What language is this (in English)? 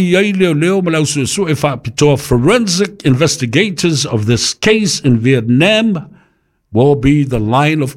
Samoan